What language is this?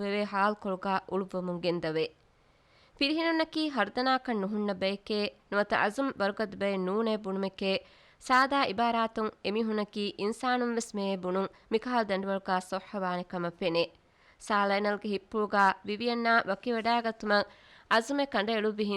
Divehi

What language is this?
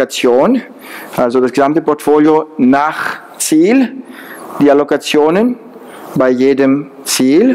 German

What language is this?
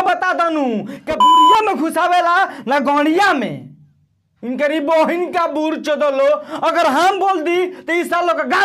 Bhojpuri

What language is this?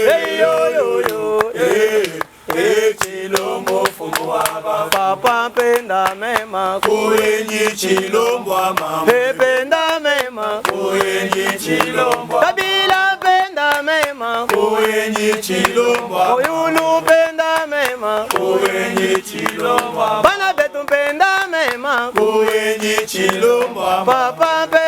Luba-Lulua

